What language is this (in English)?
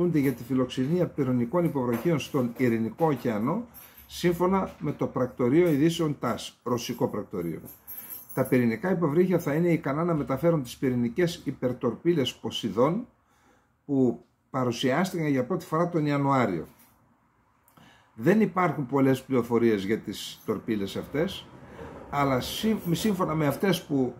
Greek